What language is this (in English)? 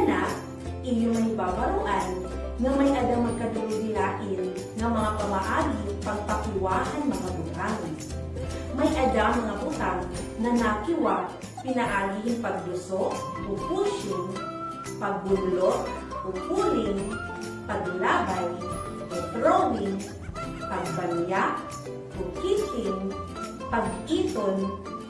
Waray